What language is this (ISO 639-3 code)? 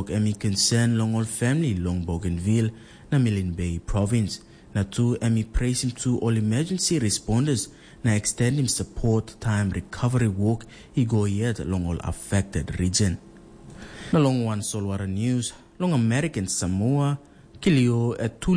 tpi